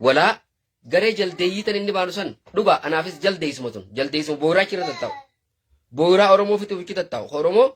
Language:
Oromo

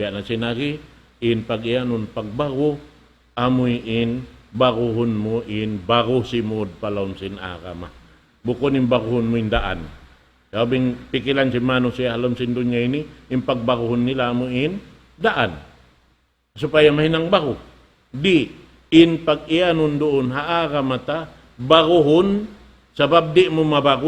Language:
Tausug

